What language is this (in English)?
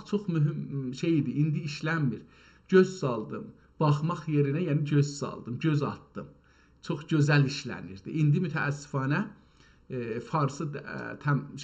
South Azerbaijani